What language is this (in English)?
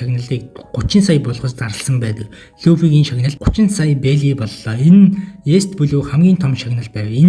Mongolian